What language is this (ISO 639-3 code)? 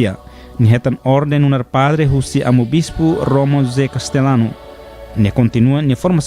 tet